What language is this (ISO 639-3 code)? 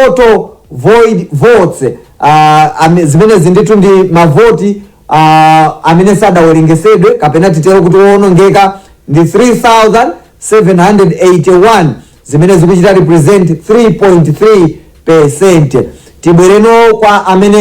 nya